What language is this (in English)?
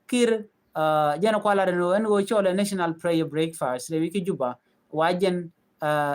Nuer